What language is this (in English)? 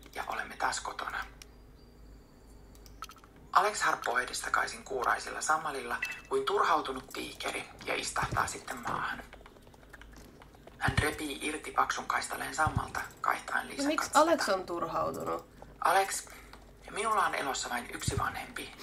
Finnish